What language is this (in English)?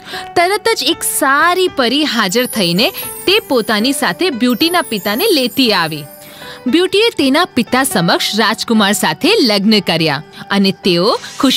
Gujarati